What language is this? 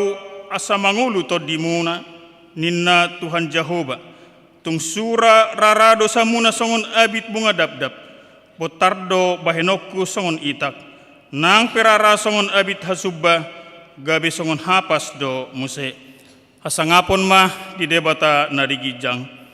Batak Toba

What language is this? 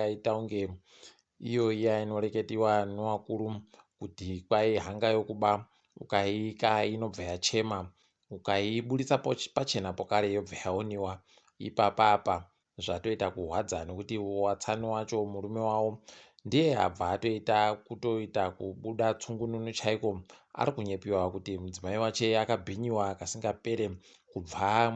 Ndau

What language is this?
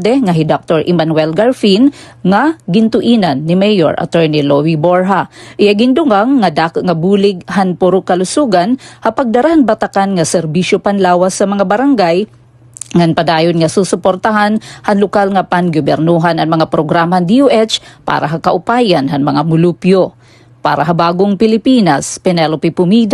Waray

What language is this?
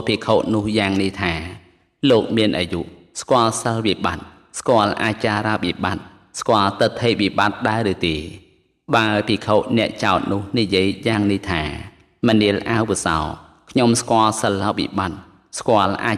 Khmer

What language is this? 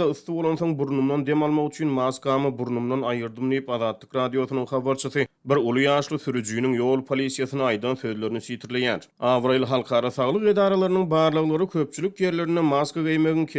Turkmen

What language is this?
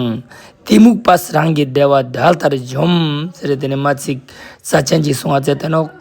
Ladakhi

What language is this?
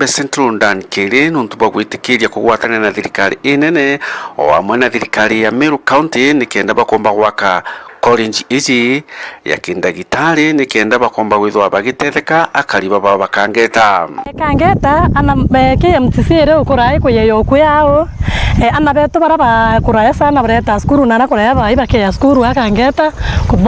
Meru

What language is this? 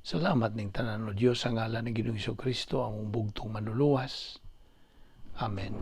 Cebuano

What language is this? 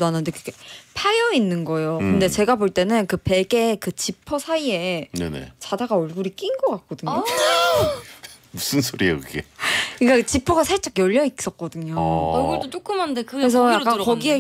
Korean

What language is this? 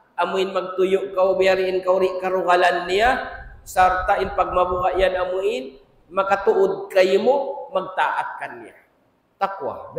Tausug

